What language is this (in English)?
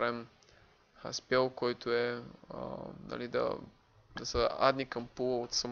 Bulgarian